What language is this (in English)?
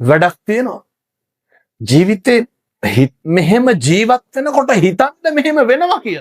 Sinhala